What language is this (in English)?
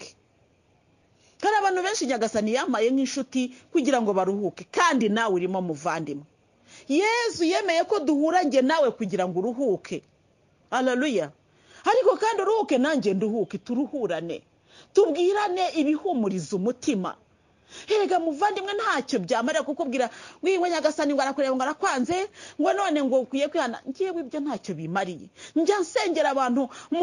Kinyarwanda